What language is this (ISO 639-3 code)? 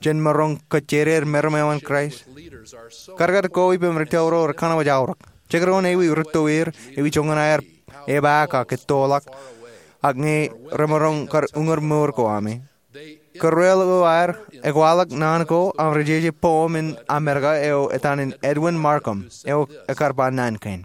mah